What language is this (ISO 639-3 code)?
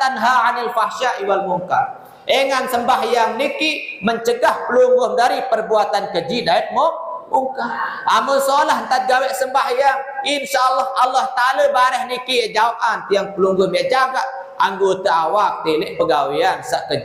sas